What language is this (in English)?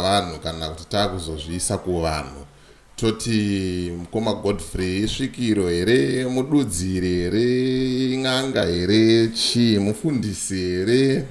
Shona